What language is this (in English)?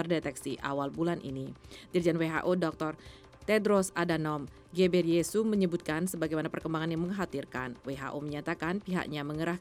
Indonesian